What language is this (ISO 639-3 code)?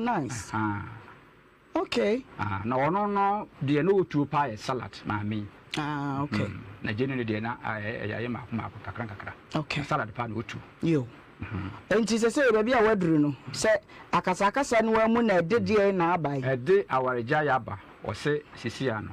aka